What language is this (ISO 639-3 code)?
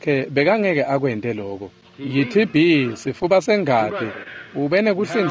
ssw